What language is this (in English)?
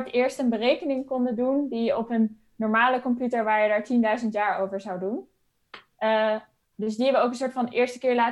Dutch